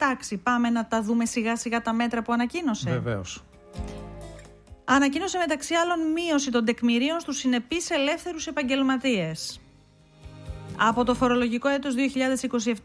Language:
Greek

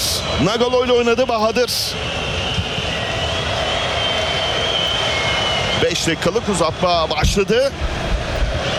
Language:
Turkish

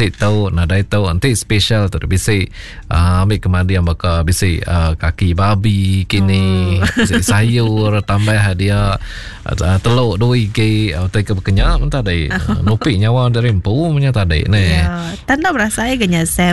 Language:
Iban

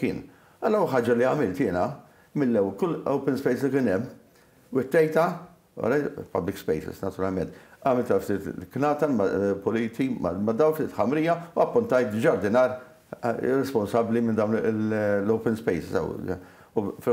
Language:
Maltese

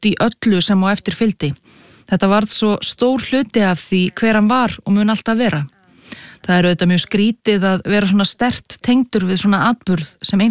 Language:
Icelandic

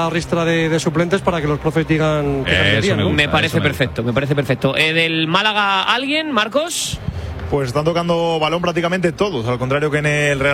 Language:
Spanish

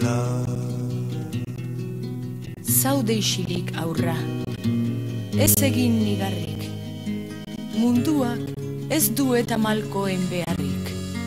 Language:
Basque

